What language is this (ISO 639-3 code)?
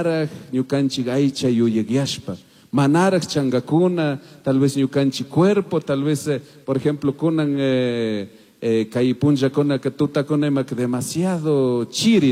qug